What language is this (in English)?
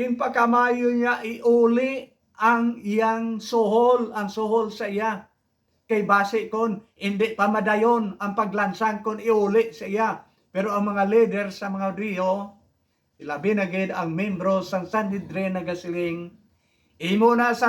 Hiligaynon